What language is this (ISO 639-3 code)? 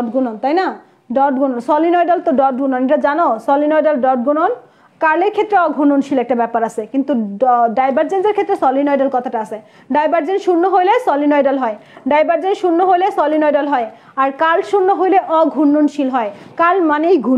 ben